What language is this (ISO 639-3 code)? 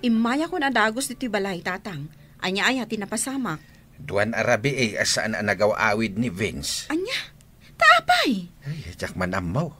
ilo